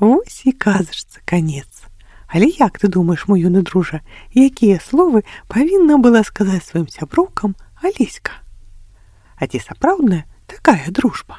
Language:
Belarusian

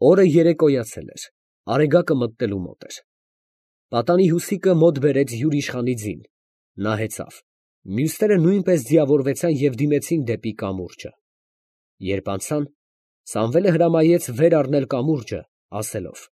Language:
Armenian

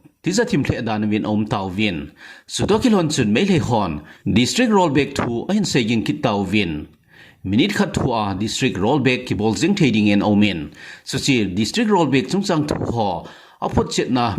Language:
Thado Chin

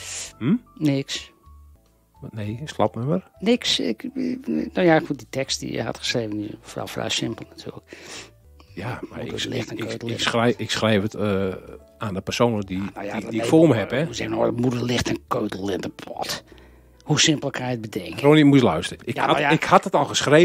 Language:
Dutch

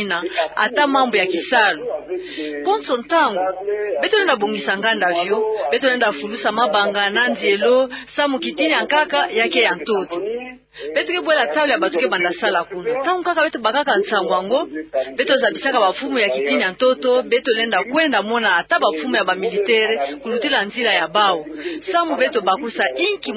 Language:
Kituba (Democratic Republic of Congo)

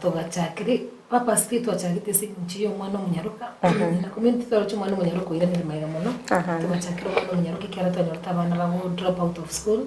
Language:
Gusii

